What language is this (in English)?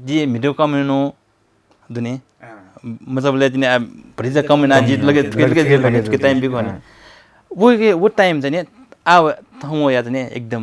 Newari